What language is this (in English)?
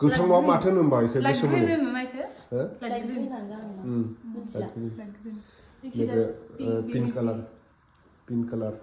Bodo